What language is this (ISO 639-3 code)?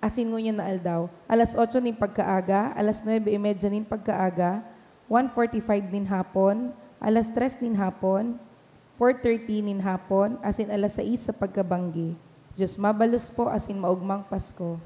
bik